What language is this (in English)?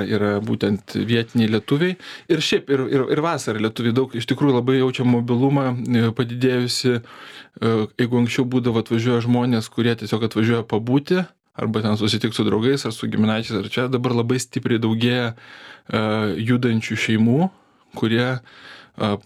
Lithuanian